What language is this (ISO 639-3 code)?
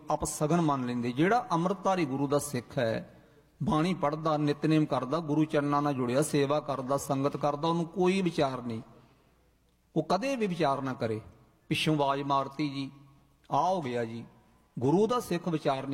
pan